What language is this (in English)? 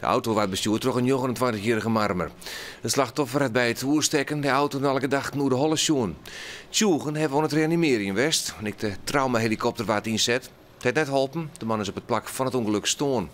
Western Frisian